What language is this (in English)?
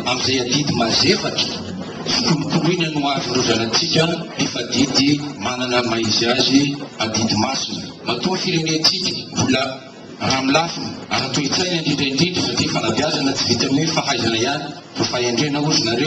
Malagasy